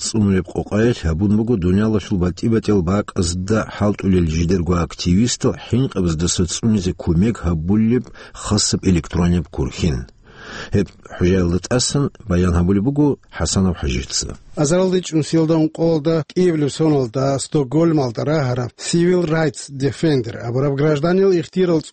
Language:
Avaric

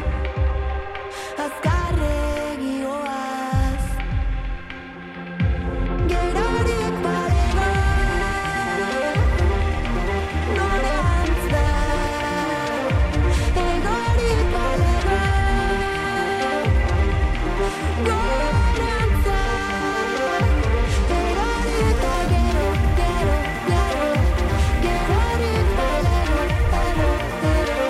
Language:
Basque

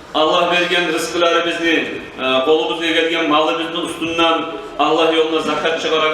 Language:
Kumyk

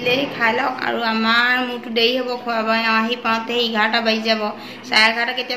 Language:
Assamese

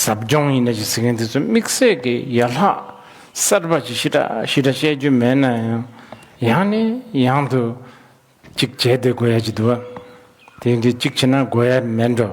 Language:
Tibetan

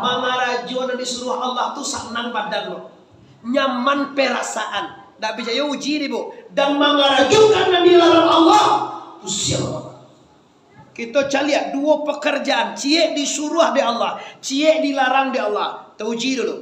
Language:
Minangkabau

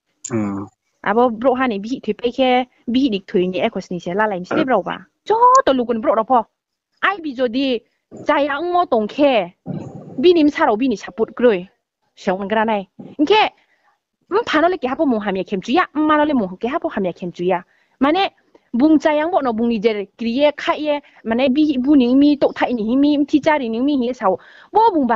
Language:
Riang (India)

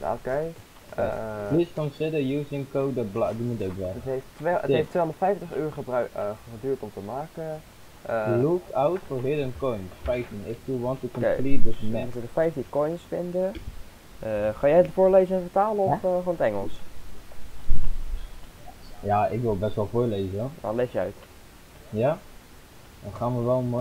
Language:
Dutch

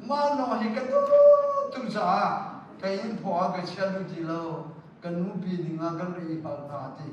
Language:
Hakha Chin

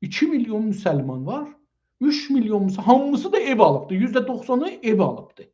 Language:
South Azerbaijani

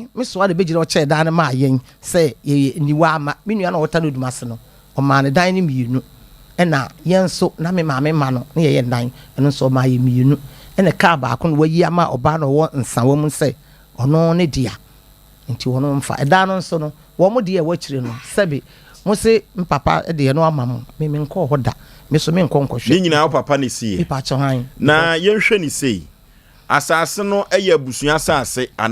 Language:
Akan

